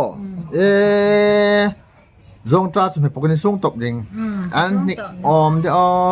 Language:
Hmar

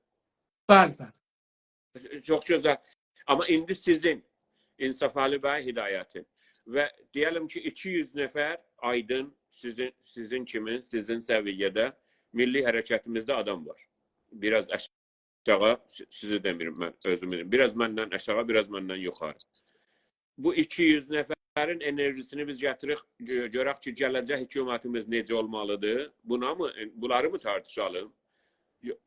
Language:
South Azerbaijani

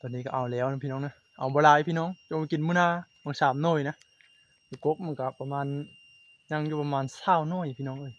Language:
Northeastern Thai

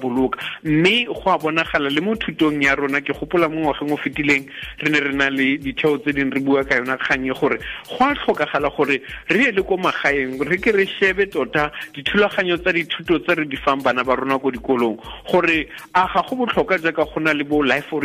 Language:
Tswana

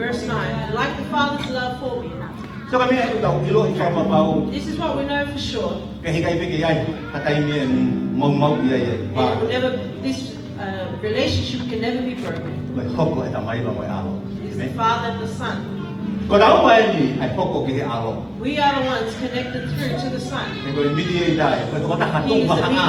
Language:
Tongan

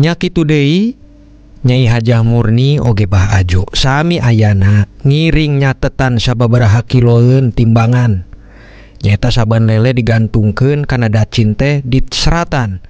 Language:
Sundanese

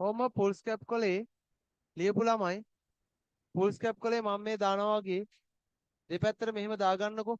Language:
Sinhala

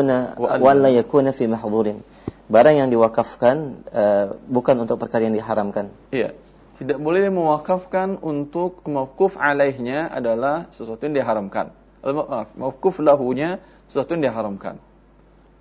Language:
Indonesian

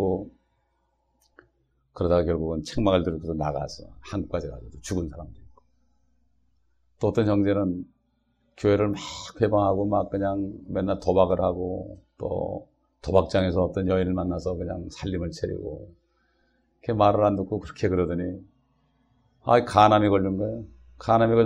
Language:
Korean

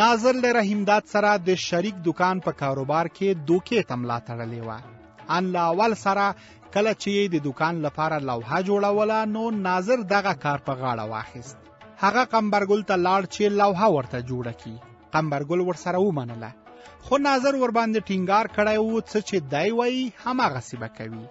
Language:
Pashto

